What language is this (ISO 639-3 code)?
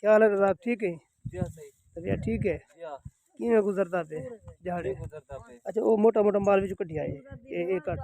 skr